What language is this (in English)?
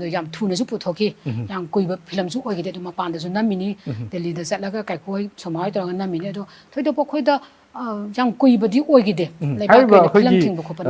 Manipuri